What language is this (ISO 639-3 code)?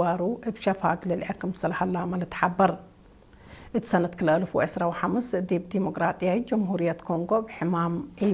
tig